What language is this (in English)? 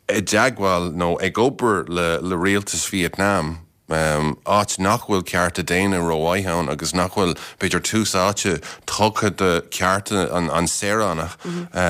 Irish